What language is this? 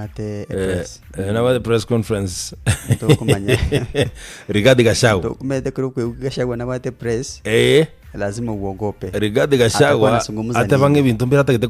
Gusii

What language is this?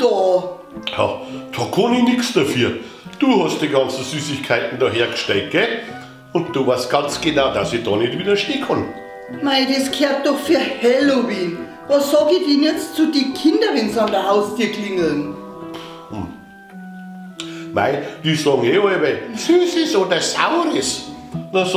Bavarian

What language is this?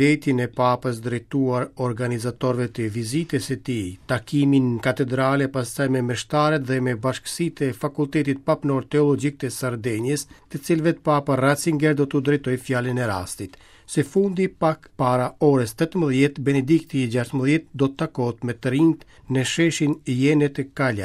Albanian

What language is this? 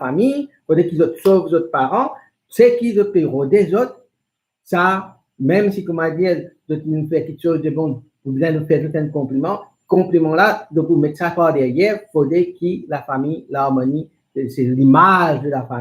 Morisyen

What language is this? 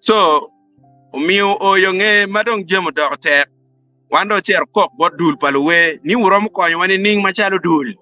Acoli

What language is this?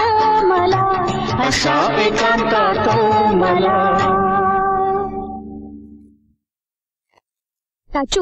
Marathi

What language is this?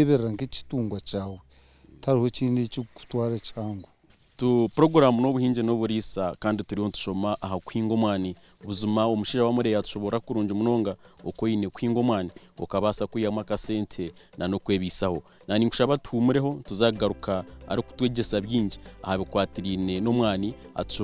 Nyankole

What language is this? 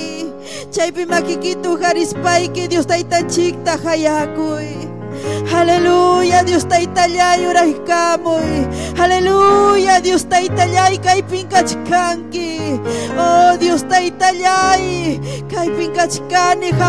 Ayacucho Quechua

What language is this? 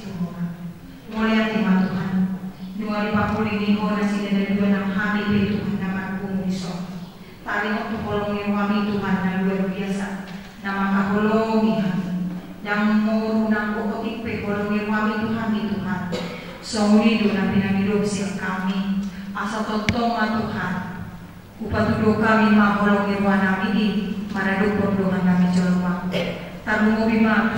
Batak Toba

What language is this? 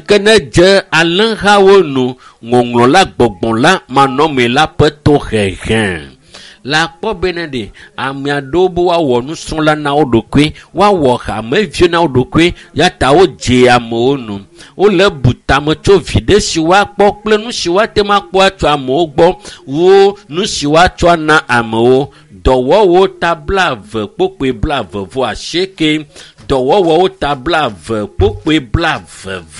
Ewe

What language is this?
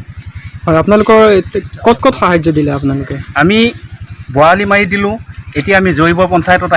Assamese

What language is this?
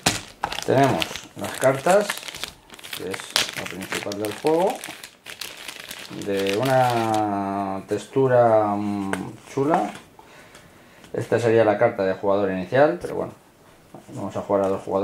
Spanish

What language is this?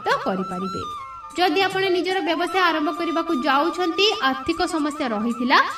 Odia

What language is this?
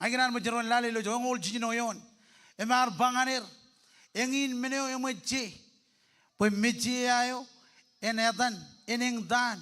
Marshallese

